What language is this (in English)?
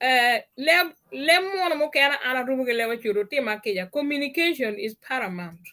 Acoli